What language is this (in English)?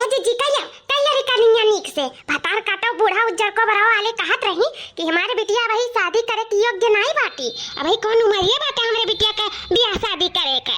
Awadhi